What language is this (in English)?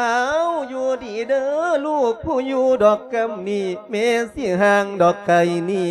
Lao